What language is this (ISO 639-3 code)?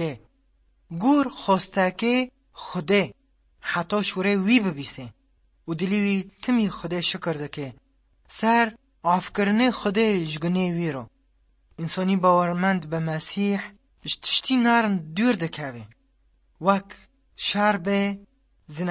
kur